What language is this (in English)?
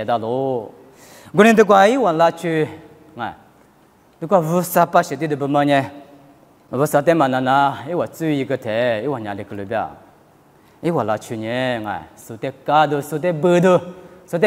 Lisu